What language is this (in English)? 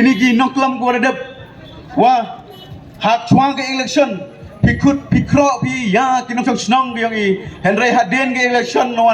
Khasi